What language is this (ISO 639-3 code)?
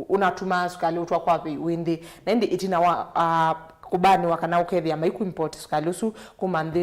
kam